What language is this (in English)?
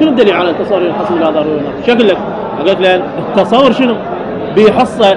Mesopotamian Arabic